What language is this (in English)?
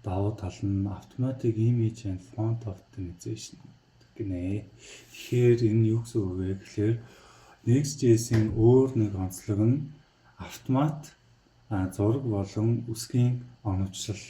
Mongolian